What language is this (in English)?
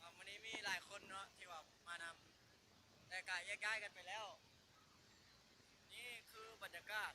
Lao